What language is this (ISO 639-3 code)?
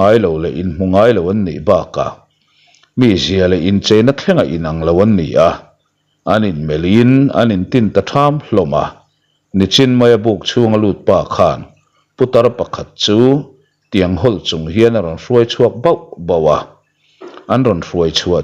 lus